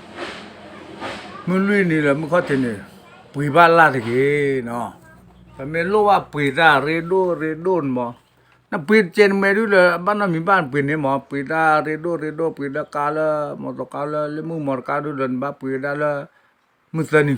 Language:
S'gaw Karen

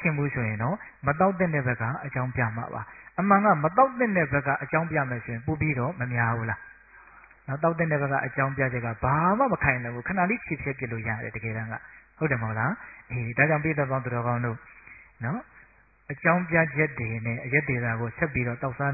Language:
Burmese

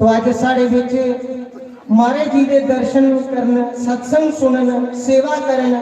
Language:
Dogri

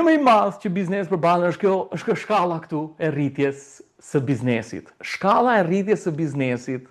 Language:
Albanian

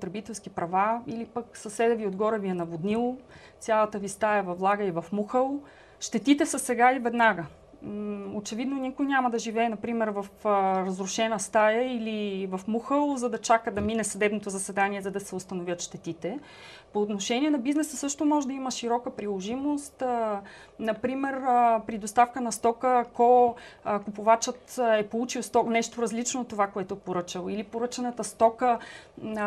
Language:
Bulgarian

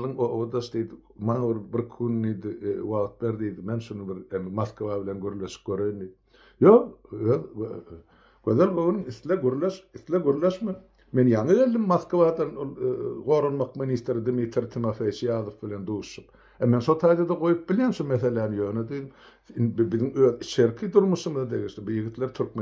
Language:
Turkmen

